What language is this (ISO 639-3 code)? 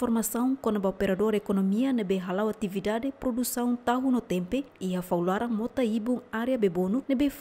tet